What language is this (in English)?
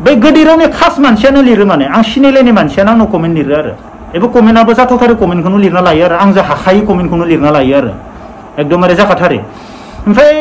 Bodo